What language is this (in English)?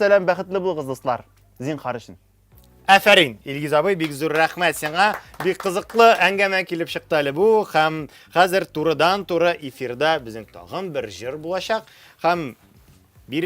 Tatar